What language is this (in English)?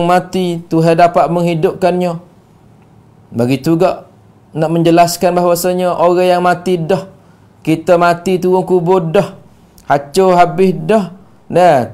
Malay